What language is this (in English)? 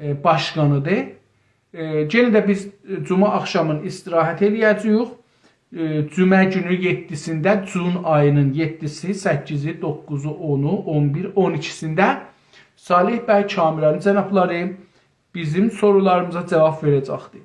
South Azerbaijani